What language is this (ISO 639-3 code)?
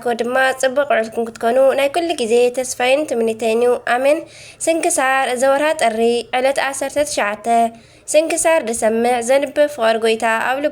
tir